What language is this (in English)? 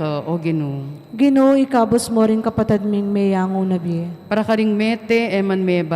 Pampanga